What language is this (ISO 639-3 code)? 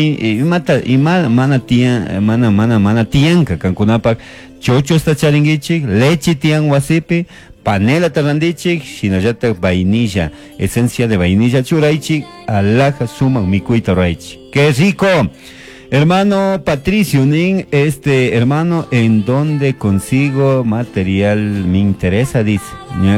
qug